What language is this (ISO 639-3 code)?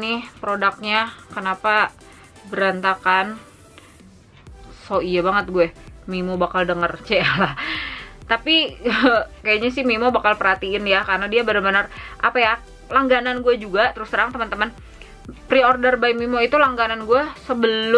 ind